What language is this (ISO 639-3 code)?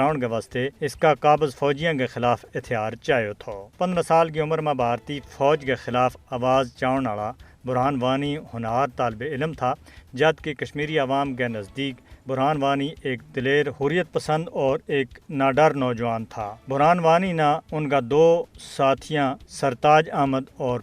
gju